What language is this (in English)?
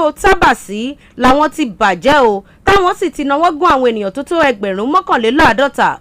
Yoruba